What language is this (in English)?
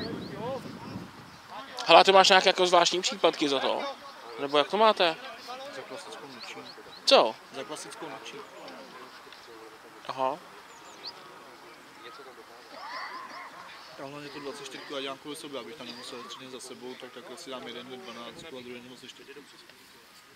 Czech